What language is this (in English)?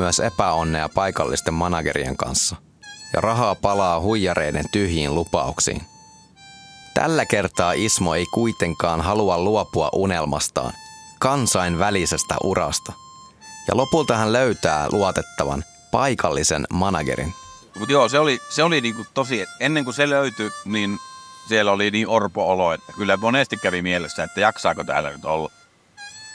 Finnish